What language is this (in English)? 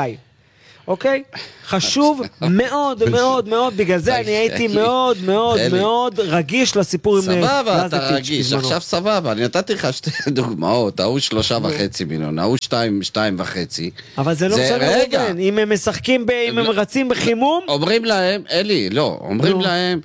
Hebrew